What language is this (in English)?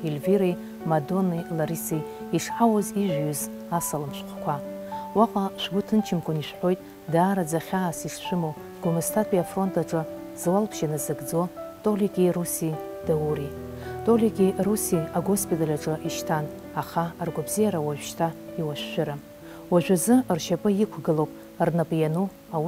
Abkhazian